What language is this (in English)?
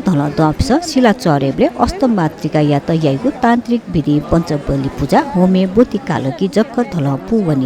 Newari